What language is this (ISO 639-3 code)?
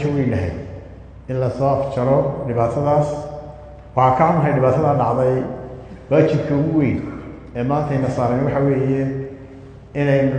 som